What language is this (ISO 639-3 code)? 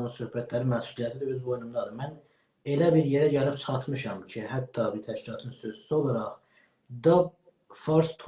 azb